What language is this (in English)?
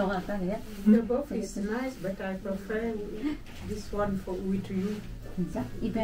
Korean